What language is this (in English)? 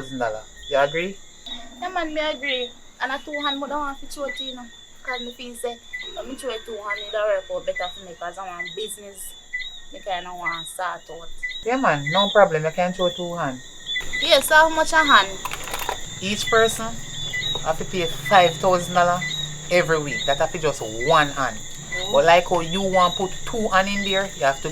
Jamaican Creole English